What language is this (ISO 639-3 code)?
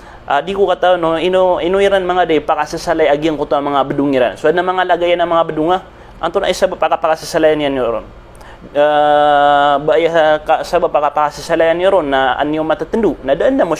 mrw